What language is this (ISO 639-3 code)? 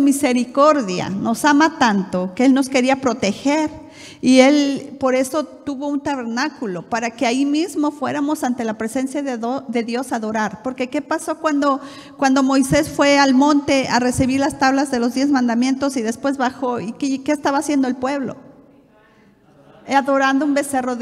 spa